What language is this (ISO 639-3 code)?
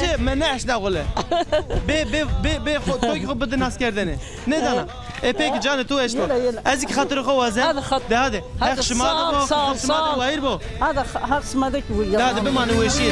zza